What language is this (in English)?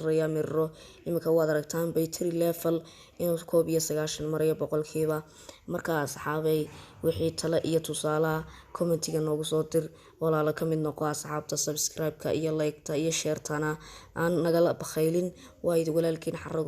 Somali